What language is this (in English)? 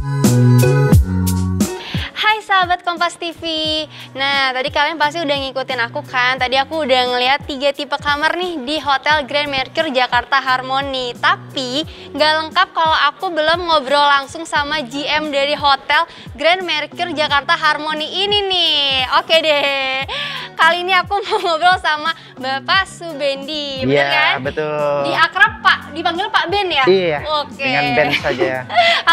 Indonesian